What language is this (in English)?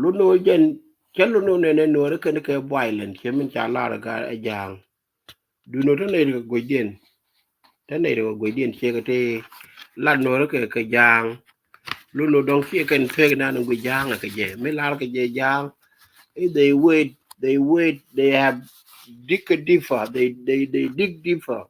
Nuer